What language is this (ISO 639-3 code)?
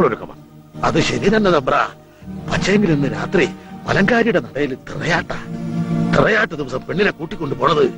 mal